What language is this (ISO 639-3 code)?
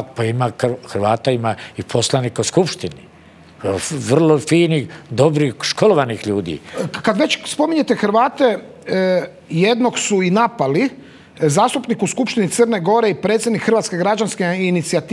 hrv